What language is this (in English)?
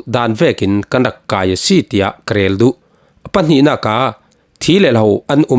Falam Chin